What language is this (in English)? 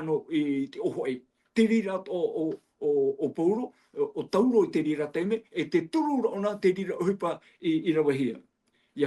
Tahitian